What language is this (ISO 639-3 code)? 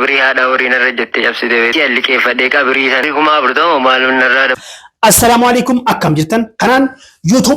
orm